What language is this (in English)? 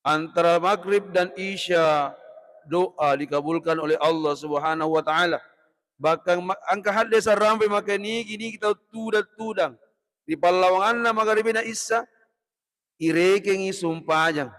Buginese